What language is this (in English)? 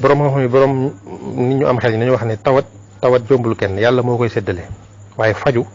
Wolof